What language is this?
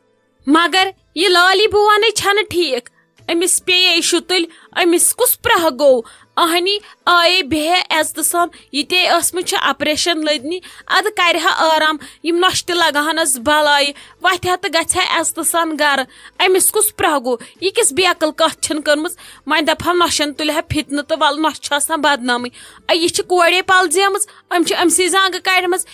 Kashmiri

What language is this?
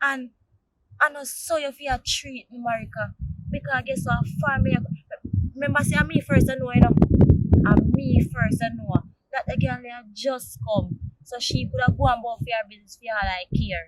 Jamaican Creole English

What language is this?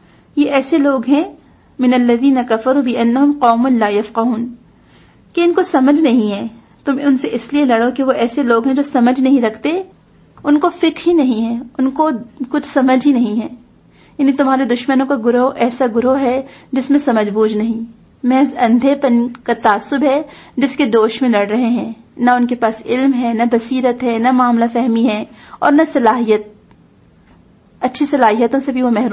Urdu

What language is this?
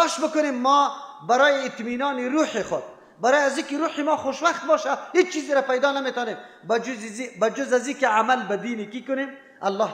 Persian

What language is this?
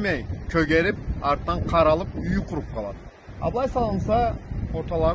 Karachay-Balkar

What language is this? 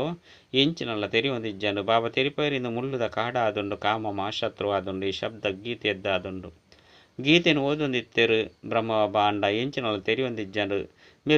Tulu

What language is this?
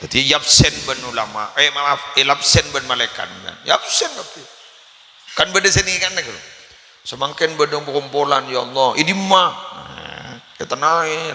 Madurese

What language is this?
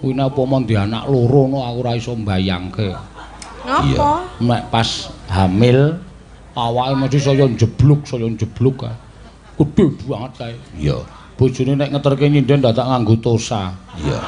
Javanese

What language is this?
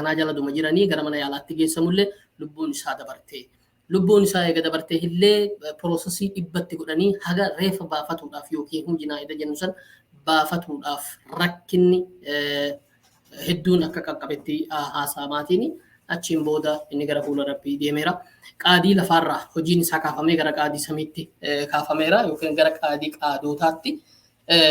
Oromo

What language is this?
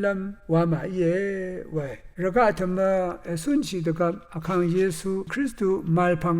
Rawang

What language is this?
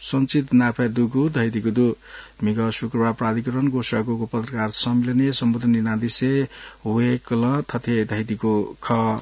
Newari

